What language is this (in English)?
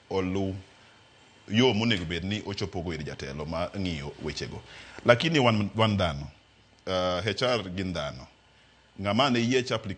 Luo (Kenya and Tanzania)